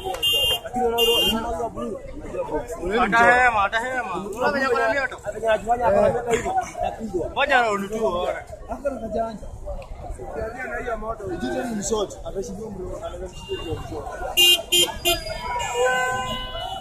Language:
Swahili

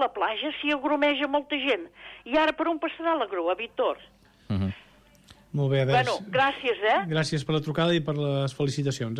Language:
Catalan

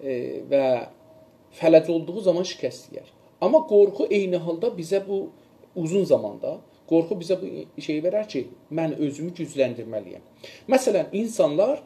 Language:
South Azerbaijani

